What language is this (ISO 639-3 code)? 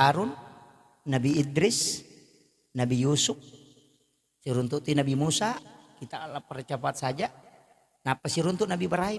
bug